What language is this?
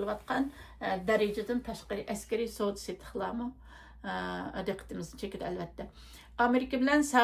Uyghur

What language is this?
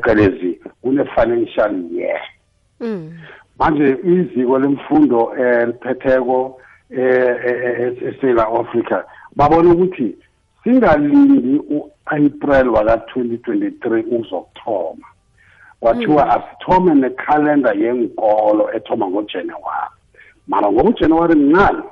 South Ndebele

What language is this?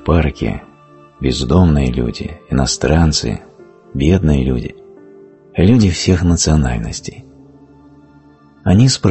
Russian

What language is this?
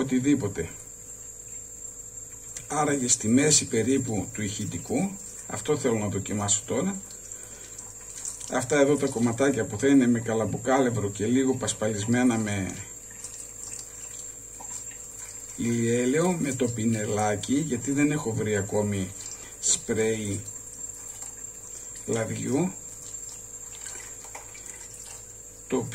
Greek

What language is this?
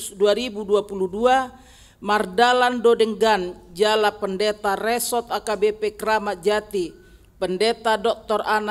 Batak Toba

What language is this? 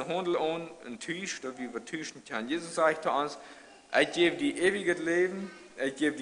Plautdietsch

